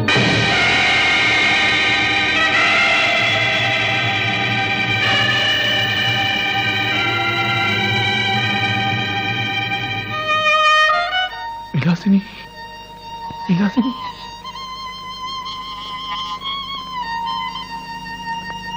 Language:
Malayalam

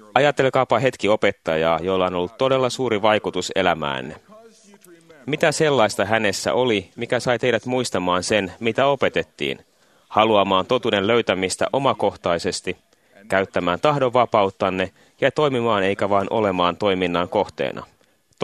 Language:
Finnish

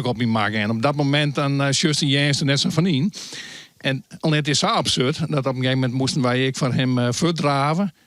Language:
Western Frisian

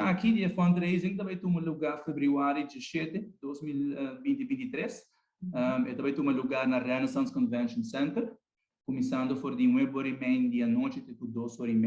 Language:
Papiamento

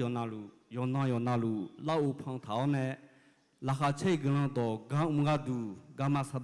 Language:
Akha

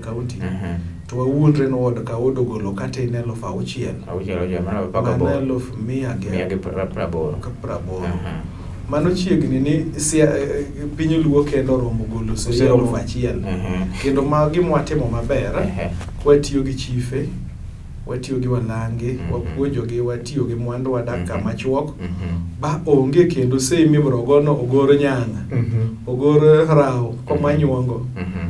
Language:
Luo (Kenya and Tanzania)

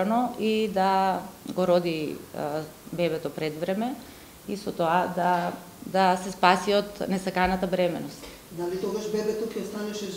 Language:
Macedonian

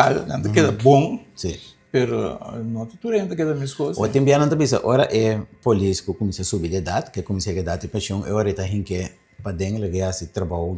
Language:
Papiamento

